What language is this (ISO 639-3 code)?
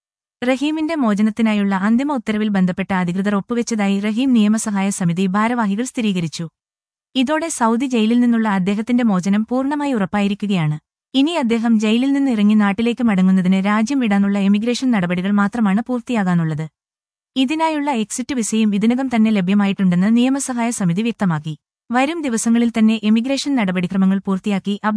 mal